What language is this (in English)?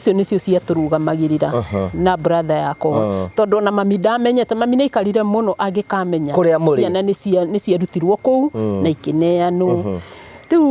Kikuyu